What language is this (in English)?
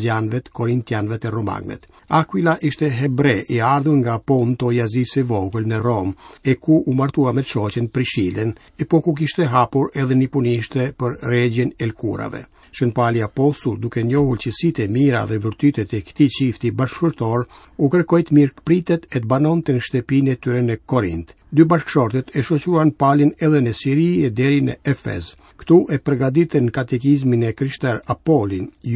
Albanian